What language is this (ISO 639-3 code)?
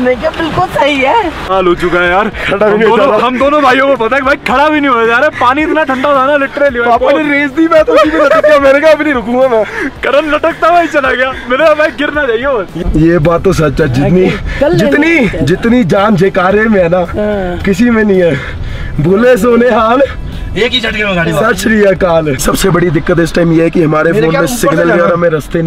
hin